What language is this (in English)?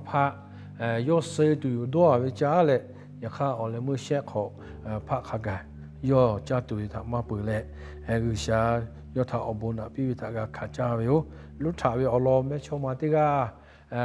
Lahu